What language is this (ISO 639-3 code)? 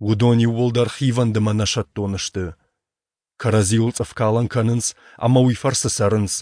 oss